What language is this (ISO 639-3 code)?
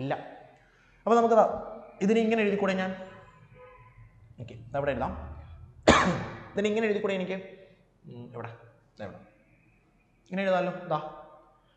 mal